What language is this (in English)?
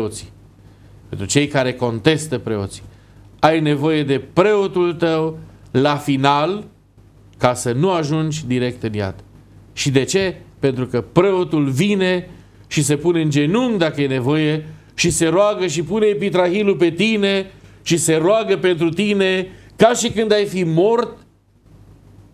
Romanian